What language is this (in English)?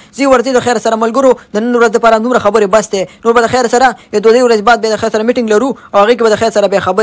Pashto